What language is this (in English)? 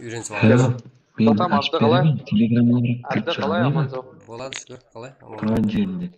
Kara-Kalpak